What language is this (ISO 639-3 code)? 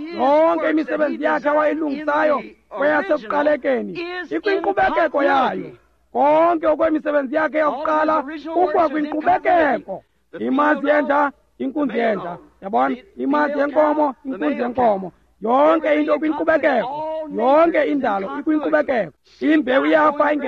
xho